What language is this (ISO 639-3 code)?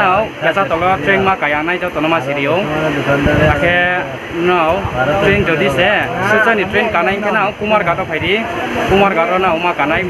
ria